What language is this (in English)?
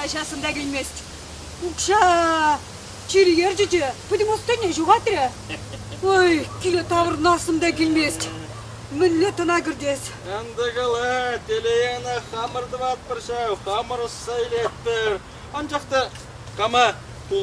Chuvash